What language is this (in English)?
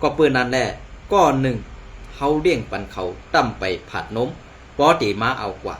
Shan